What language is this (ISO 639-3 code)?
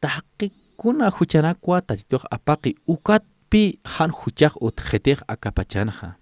aym